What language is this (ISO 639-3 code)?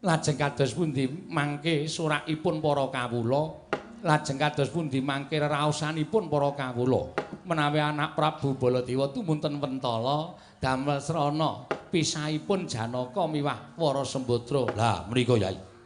jav